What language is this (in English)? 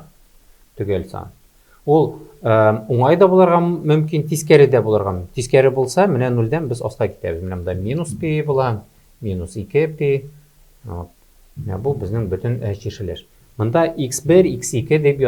Tatar